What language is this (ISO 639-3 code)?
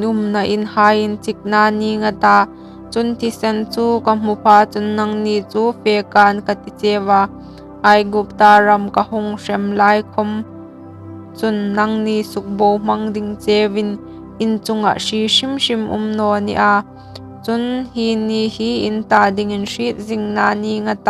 hmr